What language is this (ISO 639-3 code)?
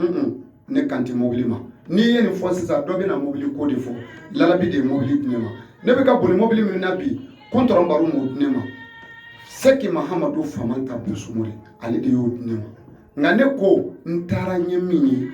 bam